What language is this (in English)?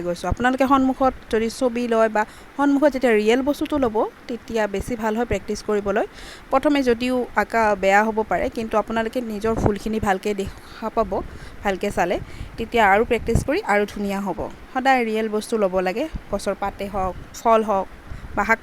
Assamese